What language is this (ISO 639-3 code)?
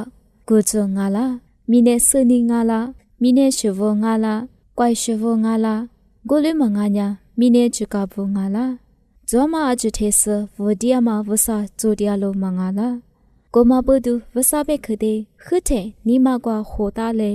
lis